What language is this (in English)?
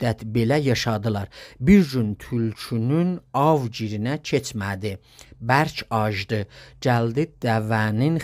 South Azerbaijani